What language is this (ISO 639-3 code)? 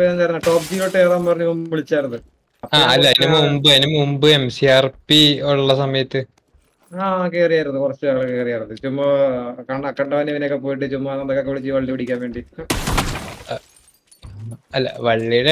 mal